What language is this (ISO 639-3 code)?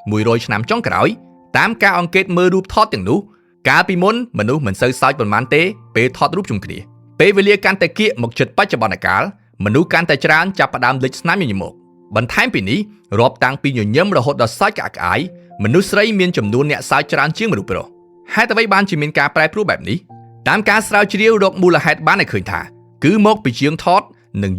khm